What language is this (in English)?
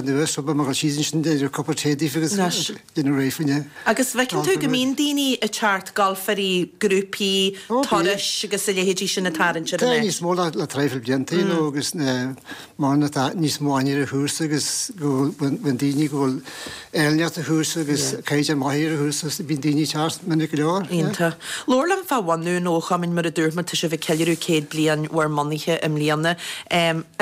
Irish